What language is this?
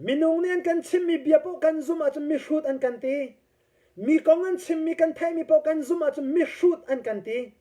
Hakha Chin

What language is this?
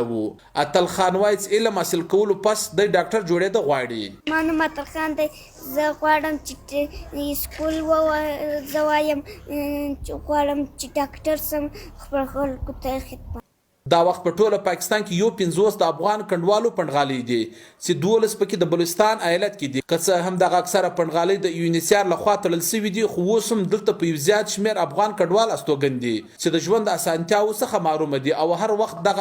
Pashto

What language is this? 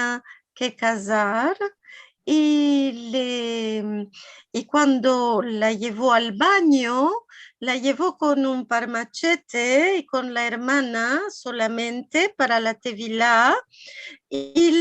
Ladino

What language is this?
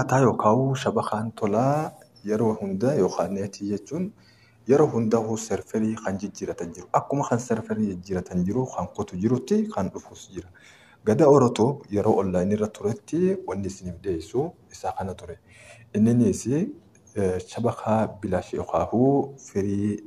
Oromo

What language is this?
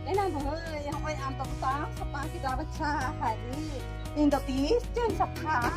Santali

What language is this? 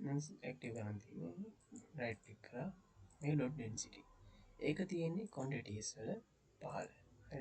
Sinhala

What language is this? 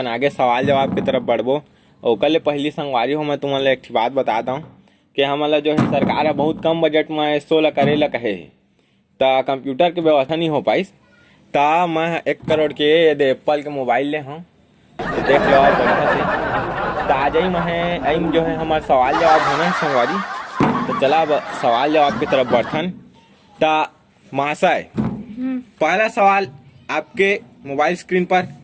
Chhattisgarhi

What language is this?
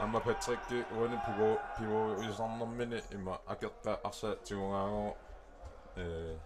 Kalaallisut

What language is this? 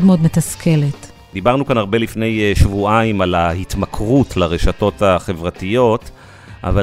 Hebrew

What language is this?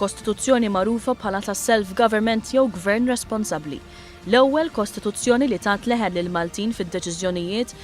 Maltese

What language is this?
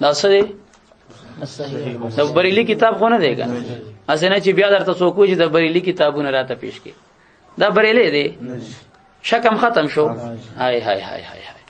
Pashto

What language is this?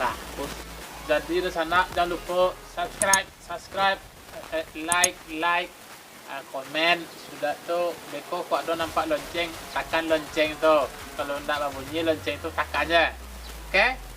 Minangkabau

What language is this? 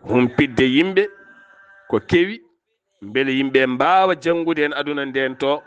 Fula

